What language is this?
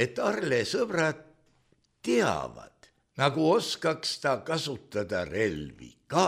Estonian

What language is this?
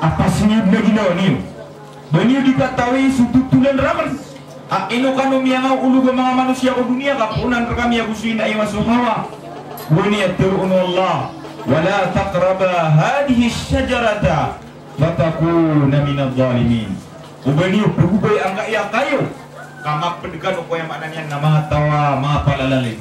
Maranao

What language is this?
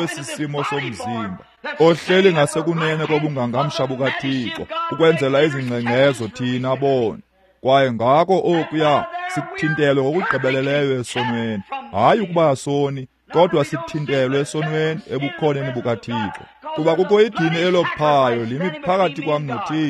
Xhosa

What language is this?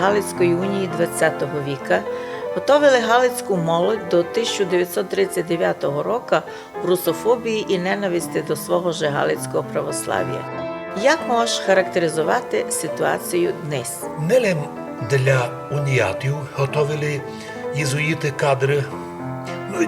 Rusyn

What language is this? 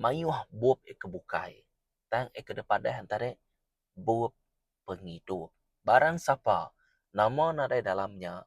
Iban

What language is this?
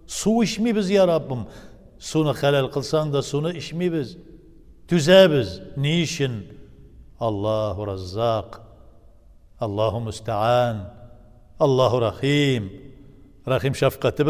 Tatar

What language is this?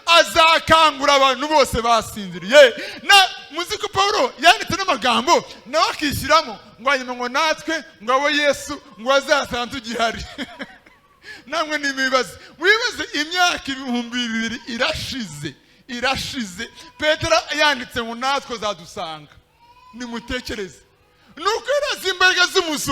Kinyarwanda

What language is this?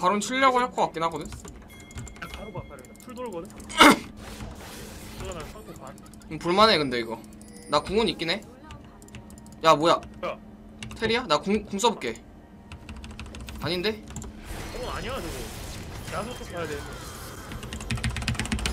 Korean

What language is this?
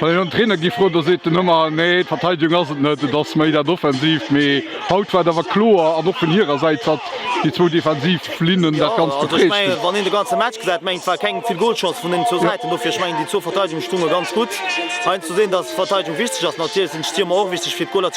Luxembourgish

